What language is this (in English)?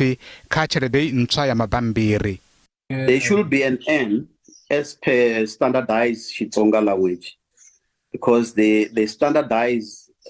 Venda